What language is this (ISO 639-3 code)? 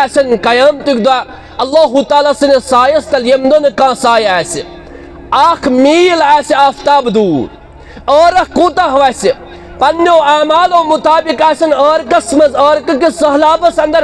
kas